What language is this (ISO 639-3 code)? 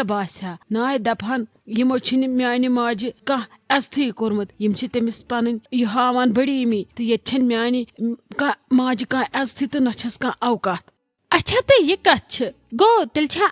kas